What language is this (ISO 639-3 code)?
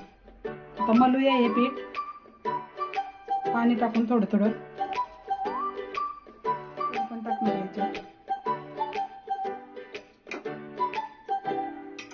mar